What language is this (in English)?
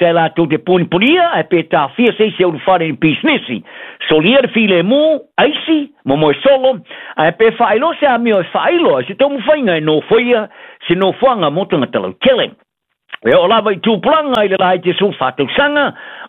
Samoan